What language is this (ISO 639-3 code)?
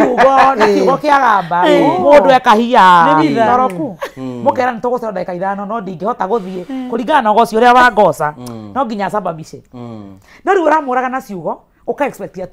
kik